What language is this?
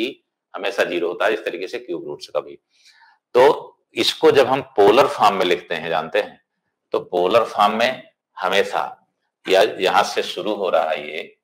Hindi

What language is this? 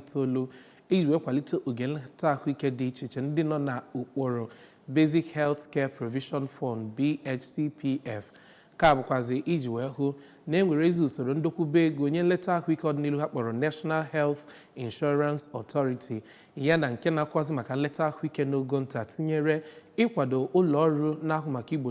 Igbo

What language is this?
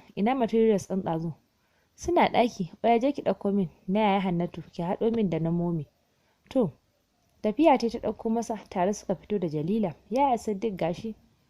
Hausa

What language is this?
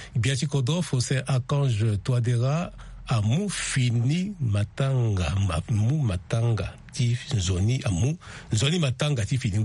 Sango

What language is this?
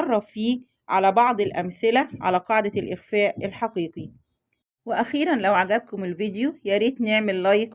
Egyptian Arabic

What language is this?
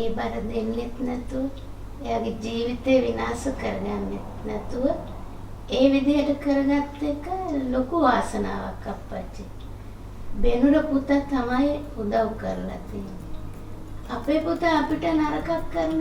Sinhala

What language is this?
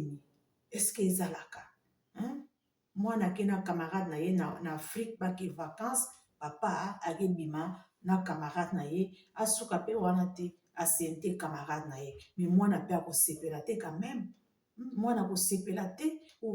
Lingala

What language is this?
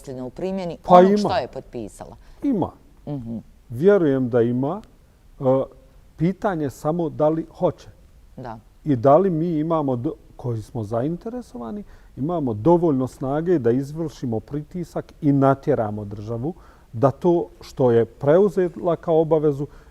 Bosnian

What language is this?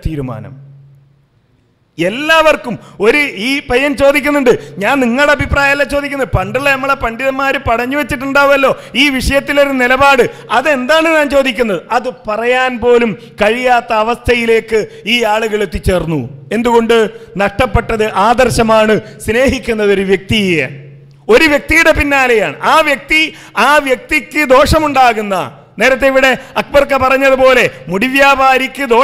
Malayalam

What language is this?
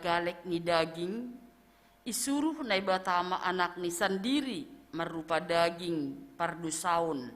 Batak Simalungun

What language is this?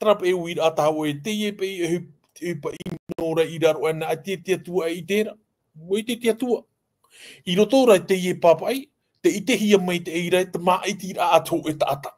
Tahitian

